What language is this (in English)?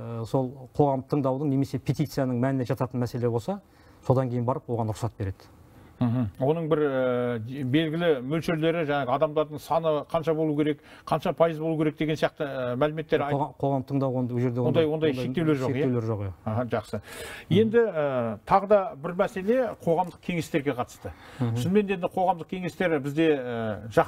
Kazakh